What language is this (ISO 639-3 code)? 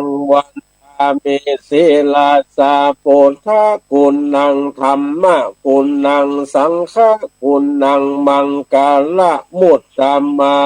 nod